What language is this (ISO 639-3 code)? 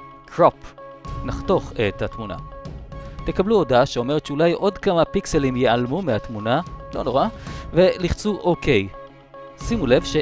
heb